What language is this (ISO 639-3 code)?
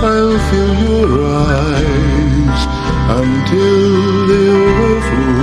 haw